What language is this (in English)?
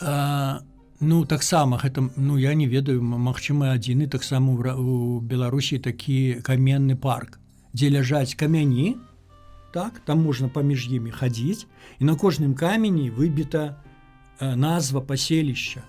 Belarusian